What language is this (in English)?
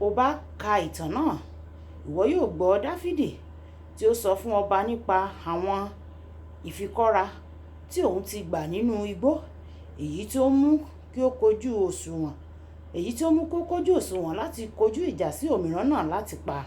Yoruba